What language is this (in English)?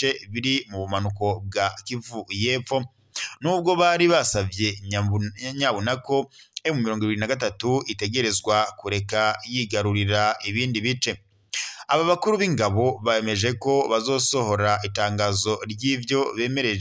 Rundi